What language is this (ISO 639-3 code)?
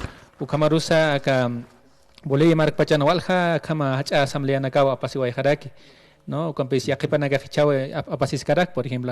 aym